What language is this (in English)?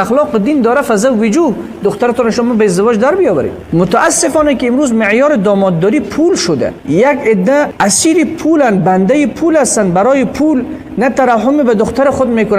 Persian